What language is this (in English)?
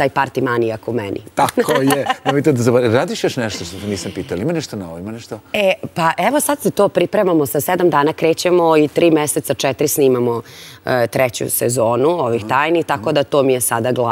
Serbian